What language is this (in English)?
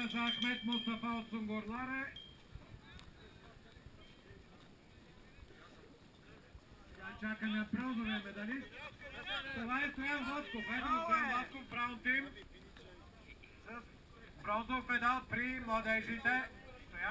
Bulgarian